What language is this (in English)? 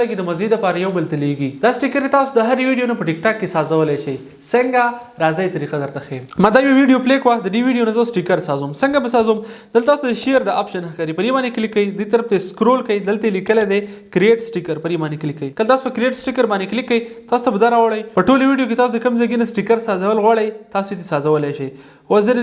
Pashto